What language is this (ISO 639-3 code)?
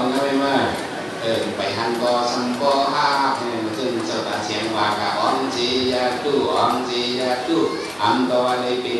shn